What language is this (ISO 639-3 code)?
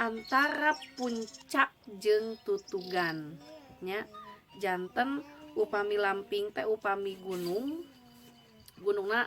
sun